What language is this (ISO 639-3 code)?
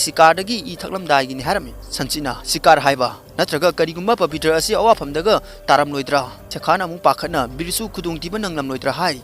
mni